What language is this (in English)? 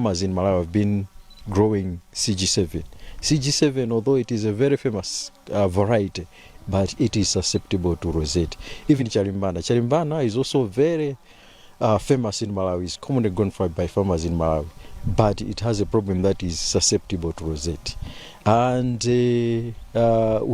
English